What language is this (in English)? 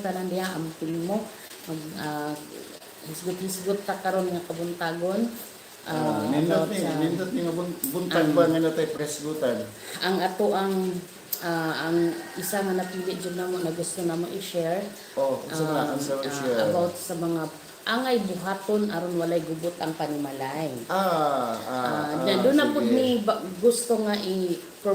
Cebuano